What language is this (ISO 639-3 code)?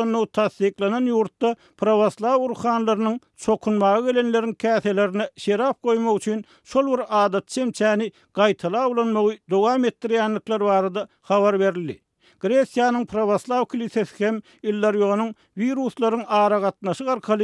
tuk